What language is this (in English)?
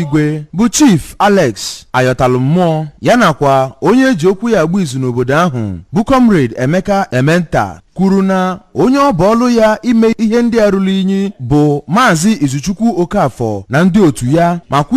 Igbo